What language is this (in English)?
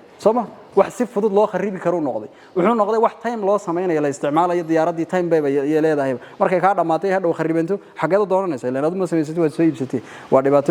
Somali